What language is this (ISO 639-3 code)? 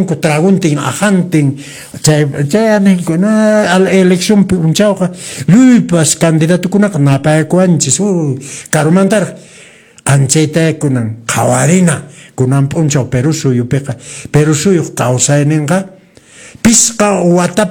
que